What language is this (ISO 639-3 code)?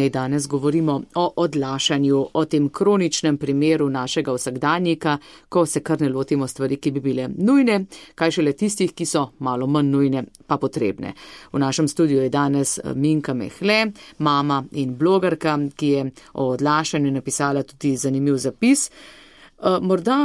slv